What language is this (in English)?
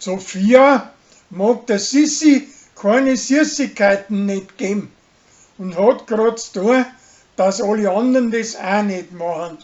Bavarian